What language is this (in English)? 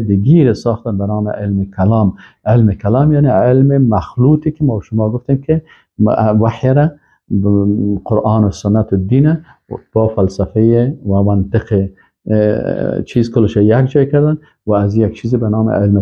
Persian